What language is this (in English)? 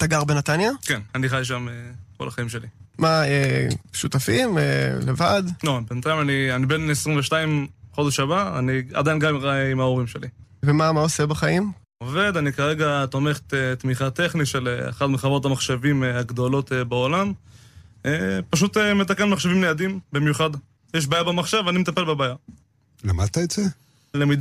Hebrew